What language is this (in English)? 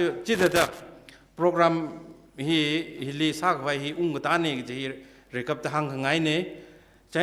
Tangkhul Naga (India)